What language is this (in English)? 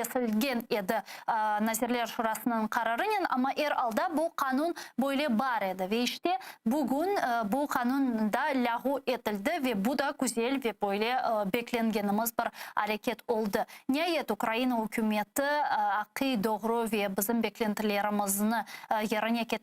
Crimean Tatar